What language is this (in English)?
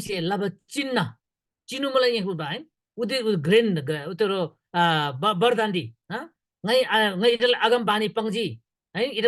Eastern Tamang